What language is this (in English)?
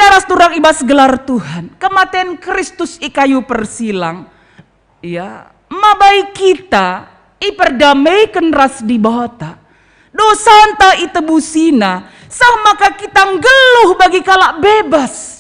Batak Karo